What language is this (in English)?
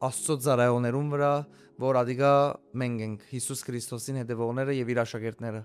Western Armenian